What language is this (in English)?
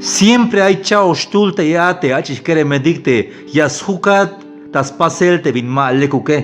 Tzeltal